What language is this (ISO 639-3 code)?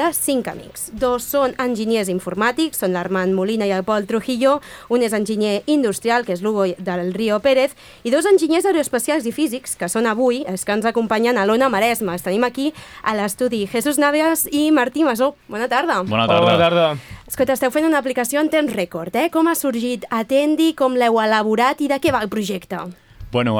cat